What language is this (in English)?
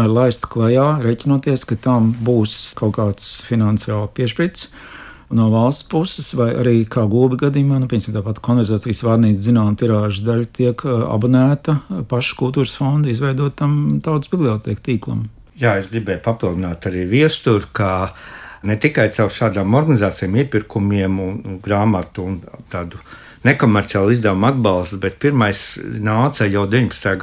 Latvian